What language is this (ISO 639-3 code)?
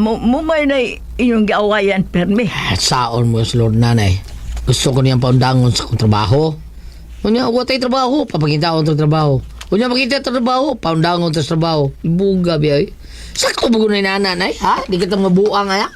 ceb